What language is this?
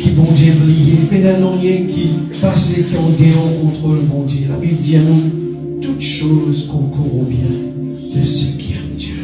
Morisyen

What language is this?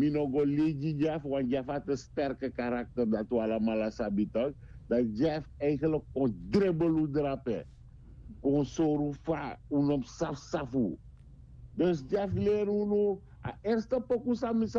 Sranan Tongo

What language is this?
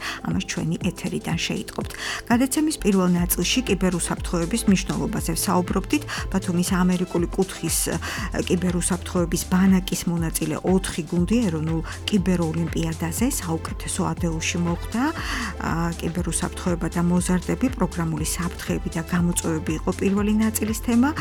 Georgian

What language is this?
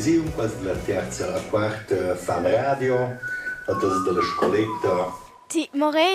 Romansh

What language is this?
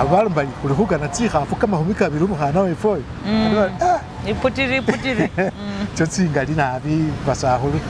Masaaba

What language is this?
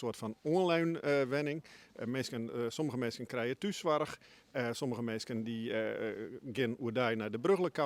Western Frisian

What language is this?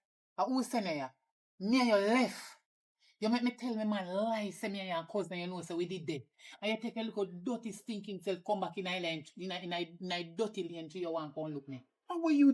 Jamaican Creole English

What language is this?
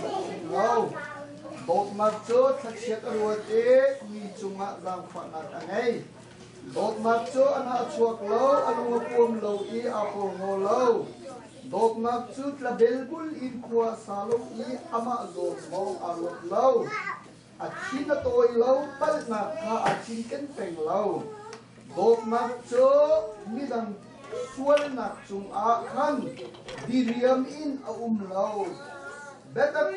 Hakha Chin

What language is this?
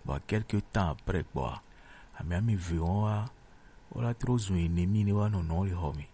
Gen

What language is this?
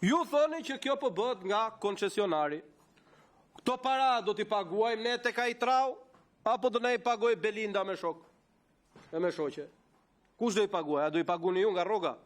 Albanian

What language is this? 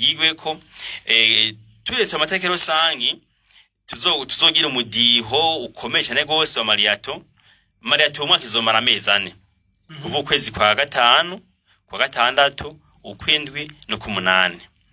Rundi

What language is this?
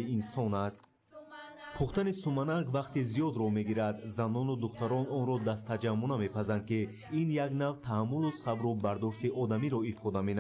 Tajik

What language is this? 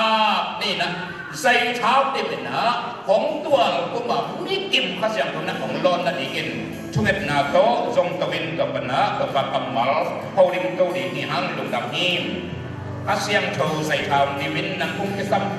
Tedim Chin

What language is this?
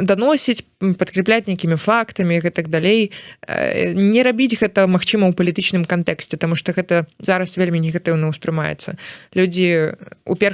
Belarusian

